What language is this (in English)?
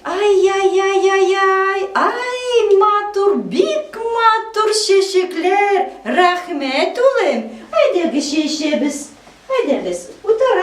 Tatar